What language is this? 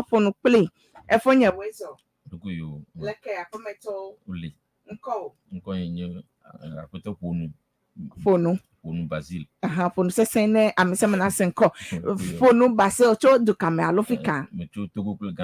Ewe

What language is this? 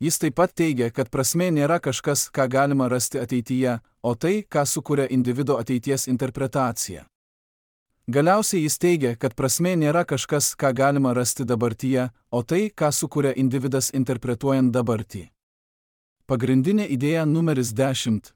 Lithuanian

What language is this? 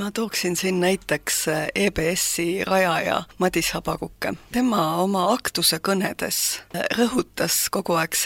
Estonian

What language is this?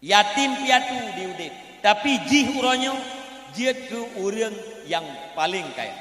Achinese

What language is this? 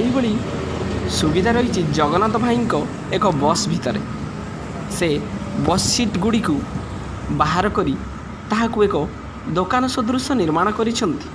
Odia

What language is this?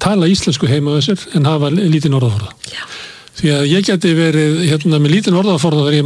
Icelandic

